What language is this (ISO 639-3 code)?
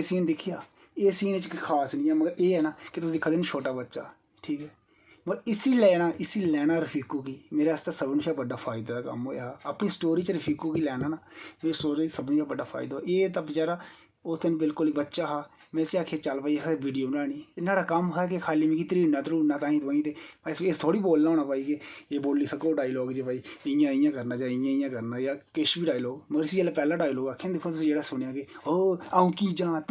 doi